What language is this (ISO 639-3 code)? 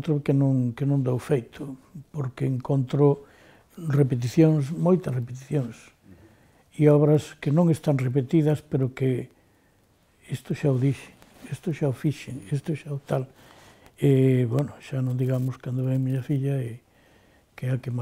glg